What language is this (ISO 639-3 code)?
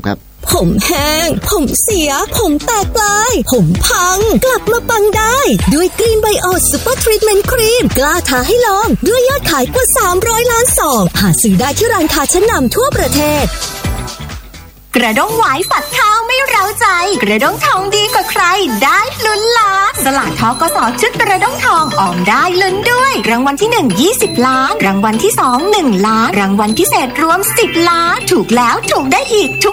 tha